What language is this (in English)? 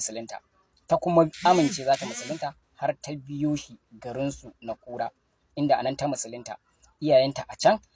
Hausa